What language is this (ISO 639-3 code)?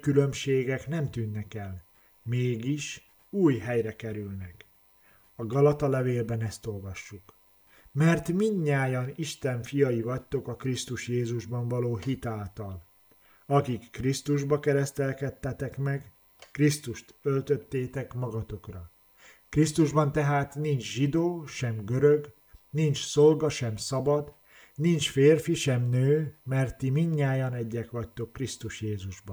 hun